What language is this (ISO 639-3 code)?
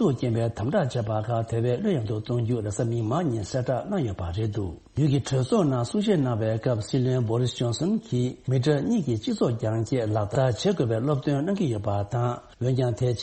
bod